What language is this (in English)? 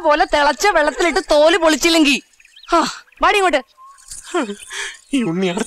Malayalam